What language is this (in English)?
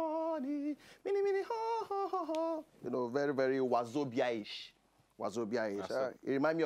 Nigerian Pidgin